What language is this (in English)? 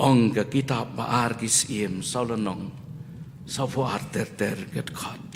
Khasi